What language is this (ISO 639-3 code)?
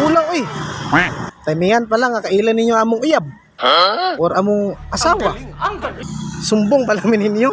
ceb